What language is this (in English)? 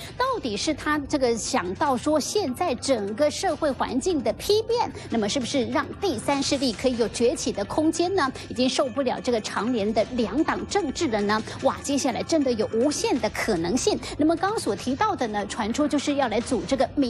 Chinese